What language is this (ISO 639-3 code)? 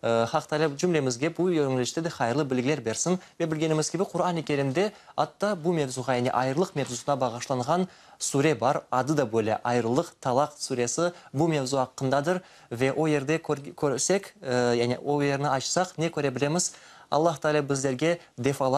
crh